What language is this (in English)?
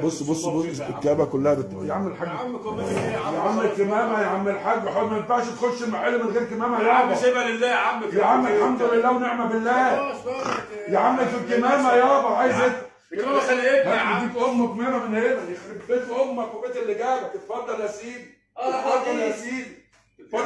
Egyptian Arabic